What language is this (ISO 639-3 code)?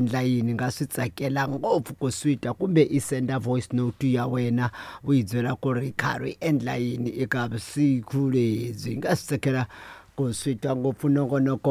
tso